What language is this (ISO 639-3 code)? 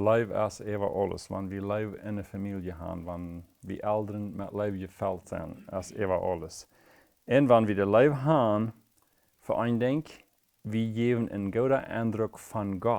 pdt